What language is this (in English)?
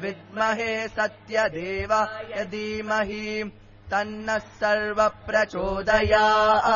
Sanskrit